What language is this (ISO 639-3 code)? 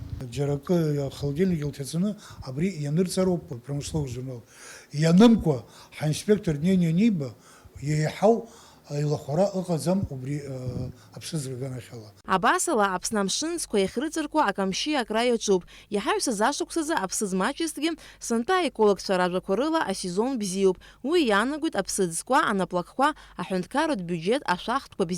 abk